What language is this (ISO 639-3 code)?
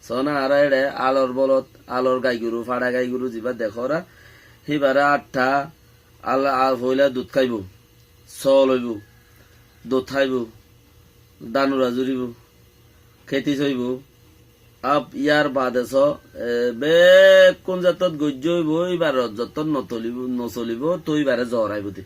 rhg